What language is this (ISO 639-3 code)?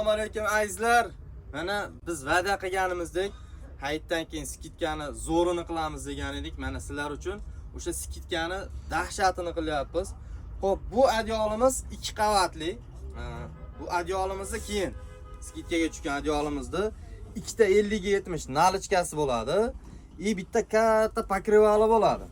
uzb